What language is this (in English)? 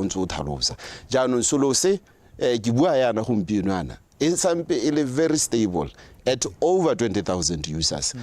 Tswana